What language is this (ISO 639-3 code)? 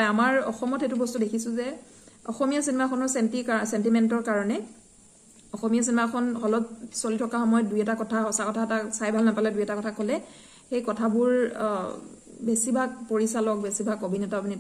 asm